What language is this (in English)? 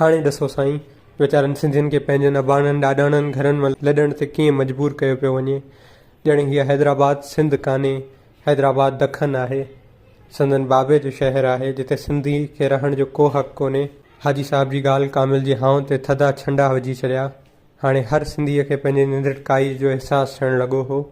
Sindhi